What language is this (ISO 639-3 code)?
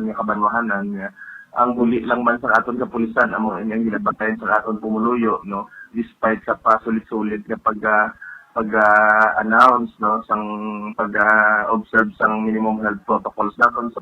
hil